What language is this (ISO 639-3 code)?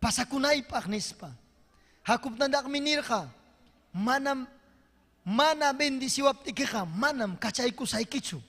quy